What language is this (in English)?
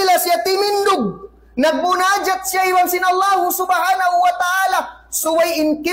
Tausug